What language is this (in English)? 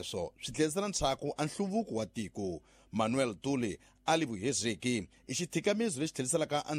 Tsonga